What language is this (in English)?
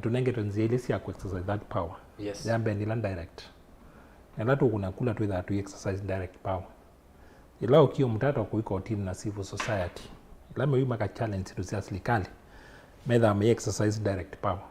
Kamba